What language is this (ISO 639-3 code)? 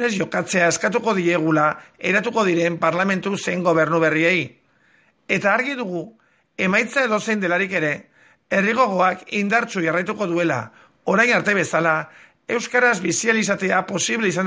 eus